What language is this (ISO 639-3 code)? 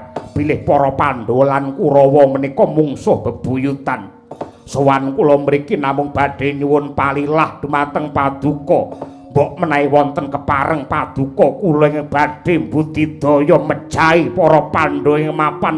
jav